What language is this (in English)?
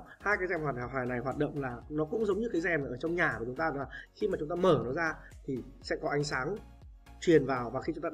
Vietnamese